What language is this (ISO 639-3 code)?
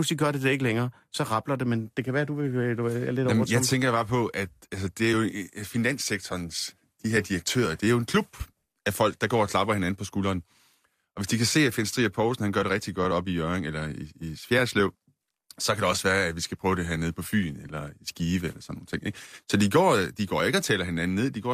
dan